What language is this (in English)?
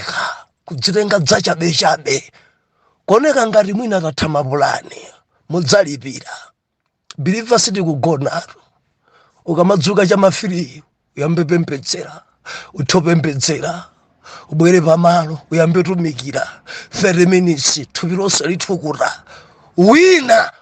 Nyanja